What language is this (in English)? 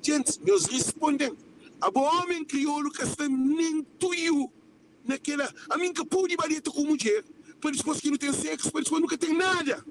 Kabuverdianu